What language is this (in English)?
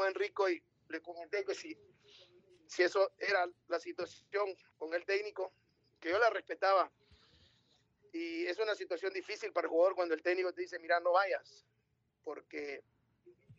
Spanish